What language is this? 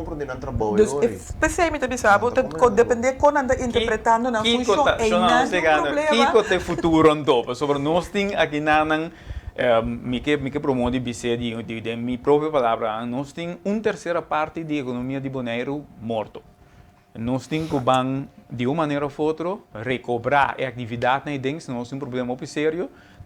Papiamento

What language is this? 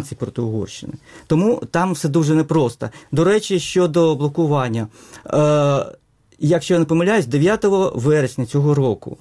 Ukrainian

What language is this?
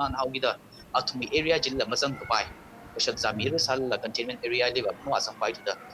Tangkhul Naga (India)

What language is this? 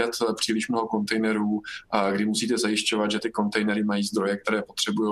Czech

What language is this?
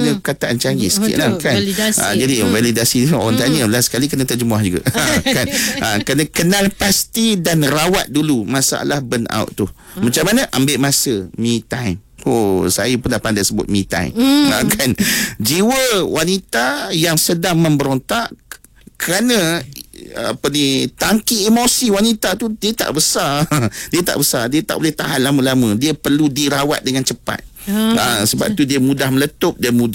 Malay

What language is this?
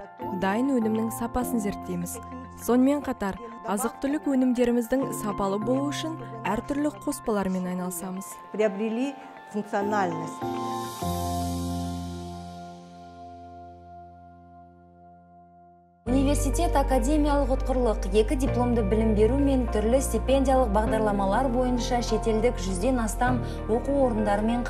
Kazakh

